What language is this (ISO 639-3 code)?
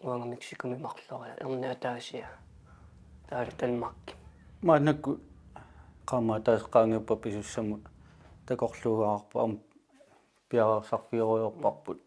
kal